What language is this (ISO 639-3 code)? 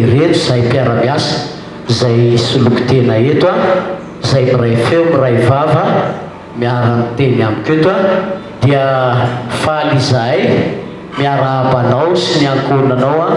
mlg